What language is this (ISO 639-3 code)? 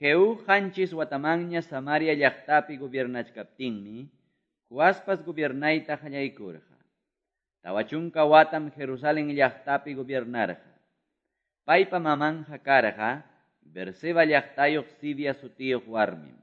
que